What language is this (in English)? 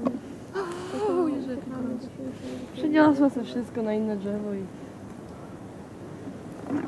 Polish